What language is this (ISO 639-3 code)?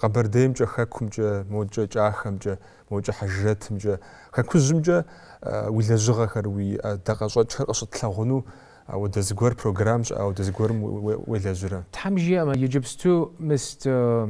kbd